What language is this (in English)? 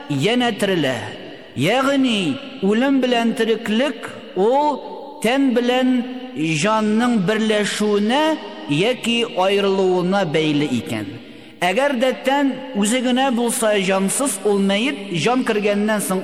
Tatar